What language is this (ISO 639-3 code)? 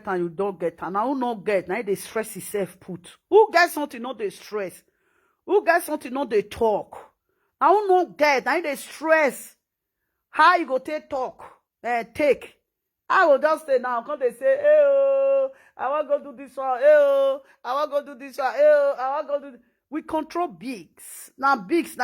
pcm